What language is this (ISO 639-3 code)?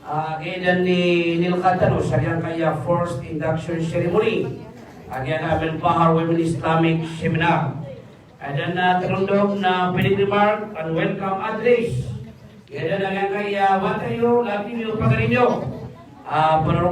mrw